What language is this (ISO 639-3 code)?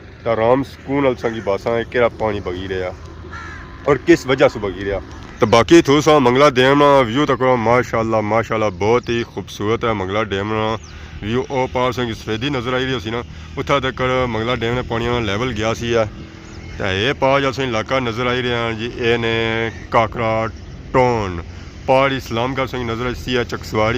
phr